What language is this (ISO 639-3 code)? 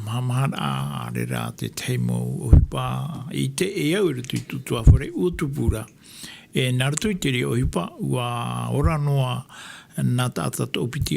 tah